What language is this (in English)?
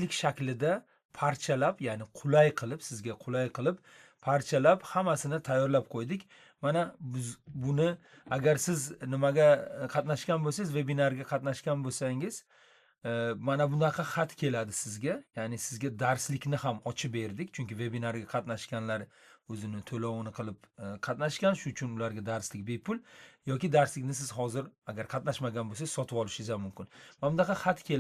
Uzbek